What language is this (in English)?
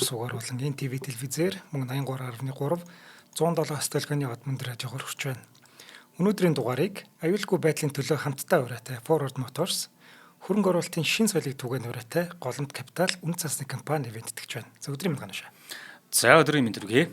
Mongolian